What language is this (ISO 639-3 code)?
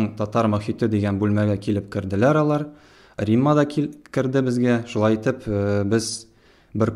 tat